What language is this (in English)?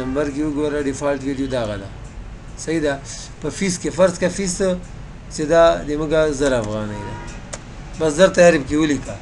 Pashto